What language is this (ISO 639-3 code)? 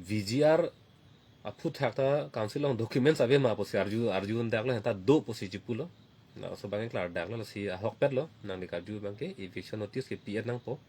mjw